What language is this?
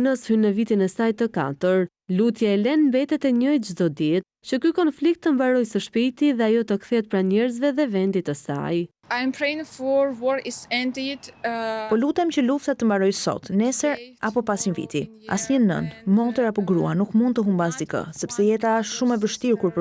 Albanian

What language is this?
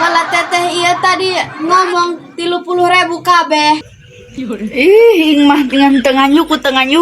Sundanese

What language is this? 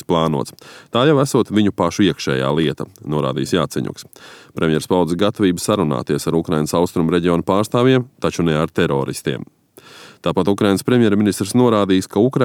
Latvian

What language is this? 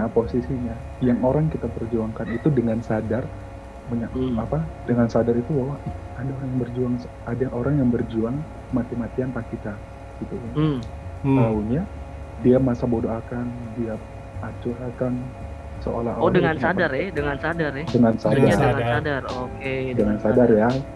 Manado Malay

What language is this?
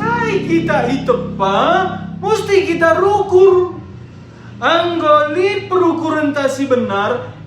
Batak Karo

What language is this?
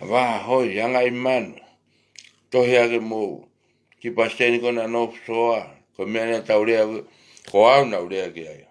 Tongan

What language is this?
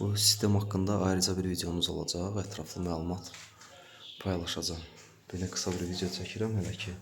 Azerbaijani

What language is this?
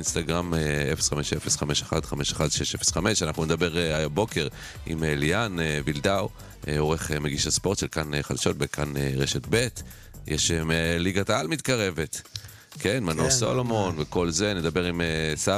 Hebrew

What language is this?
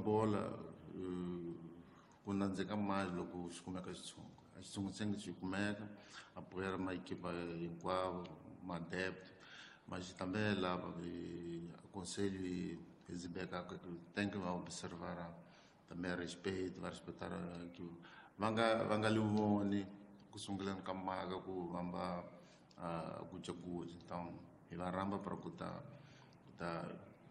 Tsonga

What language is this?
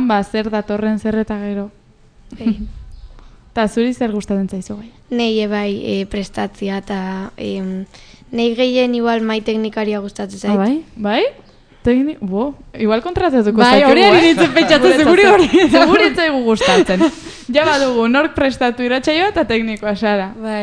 Basque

